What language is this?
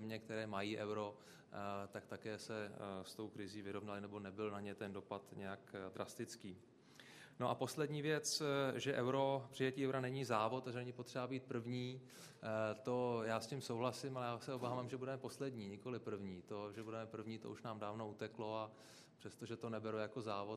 Czech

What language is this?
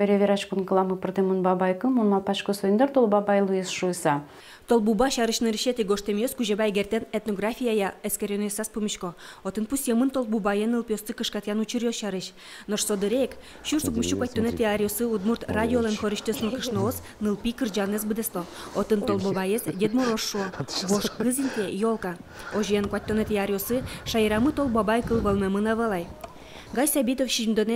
Udmurt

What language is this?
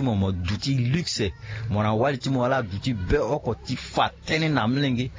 Sango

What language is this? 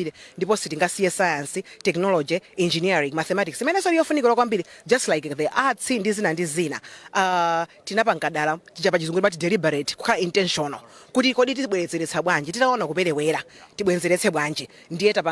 Nyanja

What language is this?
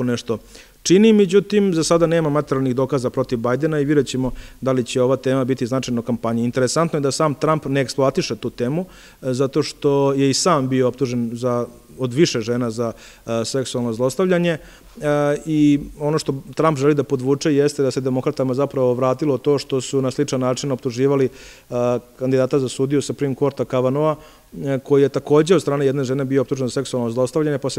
Serbian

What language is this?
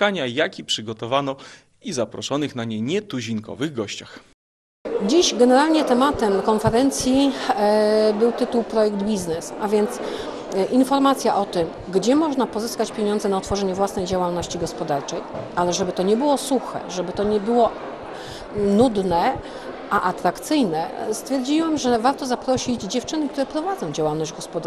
Polish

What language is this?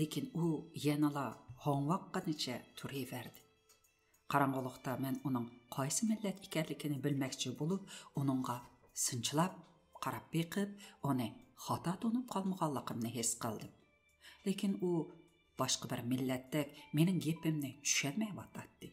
Uyghur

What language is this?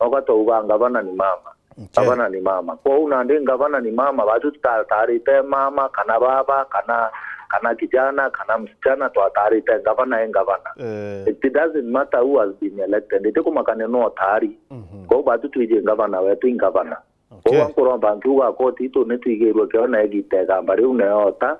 Meru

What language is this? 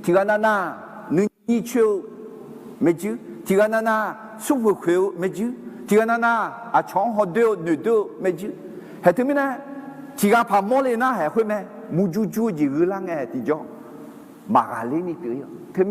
Akha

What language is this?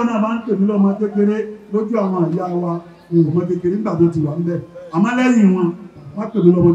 Yoruba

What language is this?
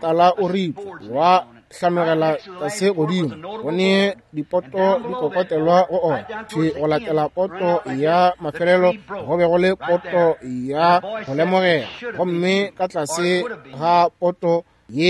Northern Sotho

